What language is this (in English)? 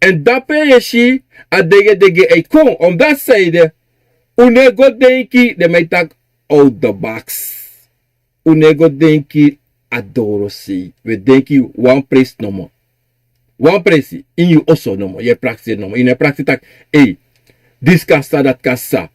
Sranan Tongo